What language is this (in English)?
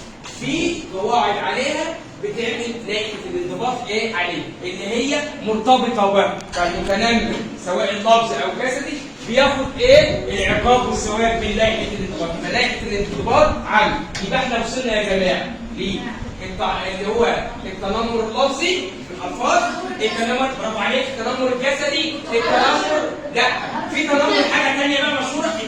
Egyptian Arabic